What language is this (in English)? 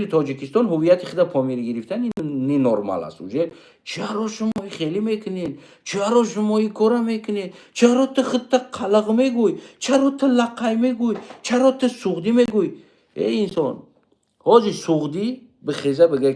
Tajik